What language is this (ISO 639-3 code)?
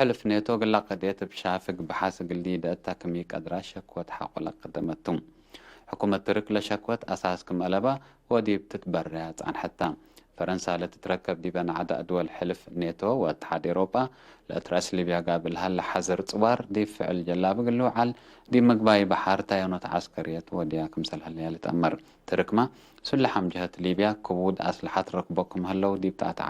tig